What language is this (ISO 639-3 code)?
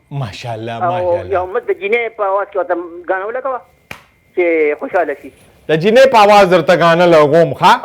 pus